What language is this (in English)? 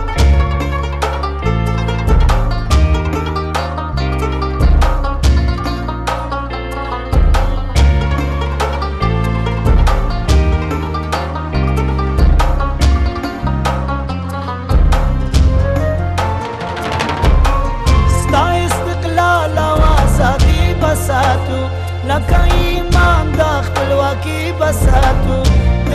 Persian